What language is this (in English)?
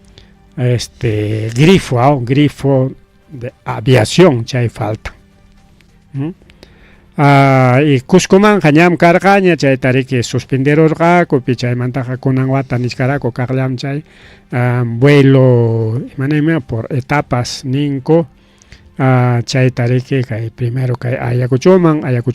Ayacucho Quechua